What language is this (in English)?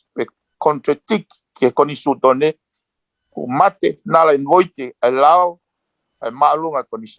Tongan